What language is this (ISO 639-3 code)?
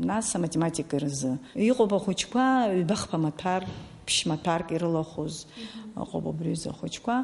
abk